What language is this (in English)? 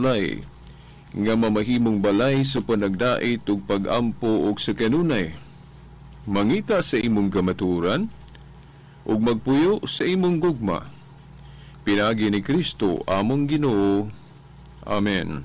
Cebuano